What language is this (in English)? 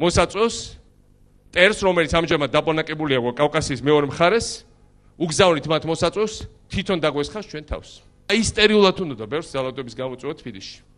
Georgian